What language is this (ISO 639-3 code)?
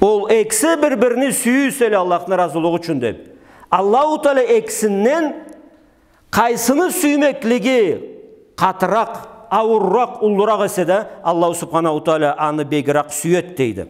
krc